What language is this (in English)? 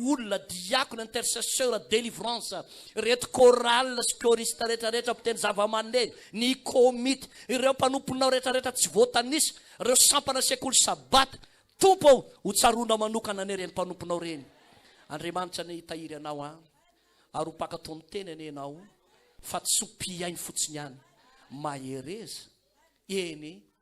Malagasy